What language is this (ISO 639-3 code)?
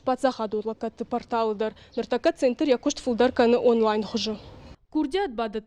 oss